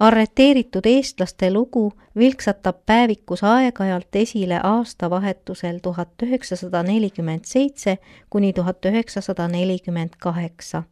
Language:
Estonian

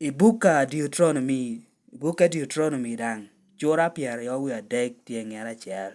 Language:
Lango (Uganda)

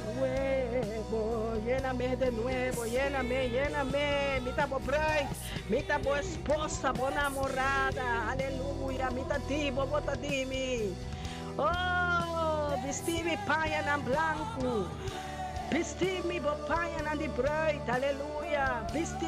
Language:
Papiamento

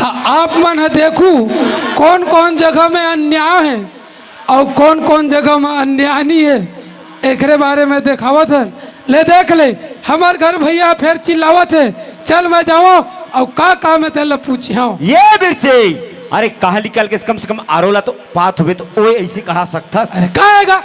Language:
Chhattisgarhi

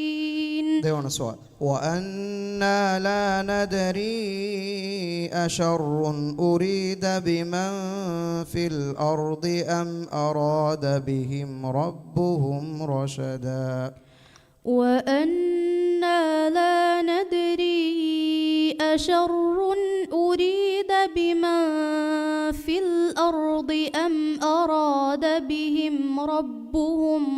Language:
Divehi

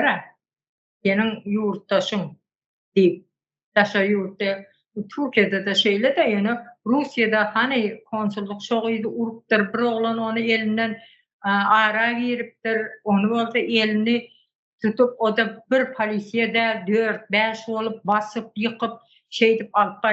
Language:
Turkmen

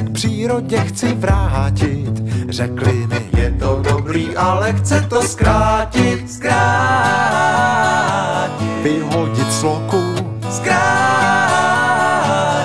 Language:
Czech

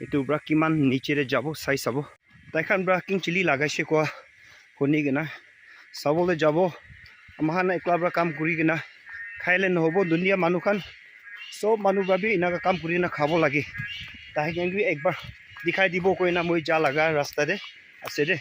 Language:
Naga Pidgin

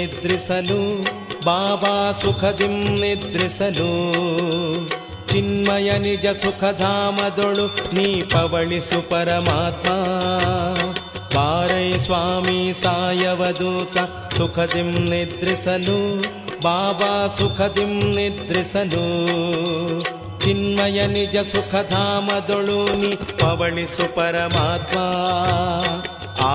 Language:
Kannada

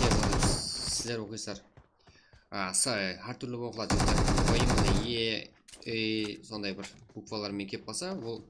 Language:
Kara-Kalpak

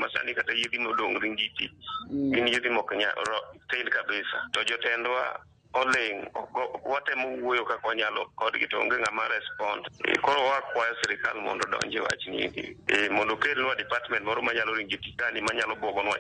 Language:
Luo (Kenya and Tanzania)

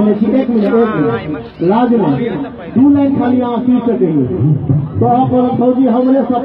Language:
Maithili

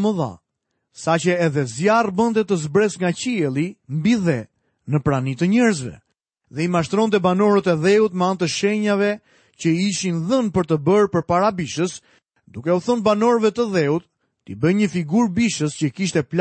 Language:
Albanian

